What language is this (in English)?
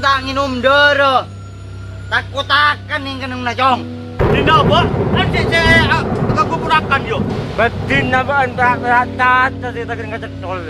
Madurese